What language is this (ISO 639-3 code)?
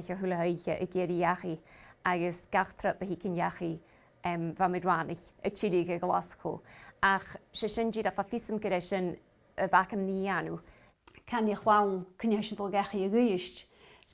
gla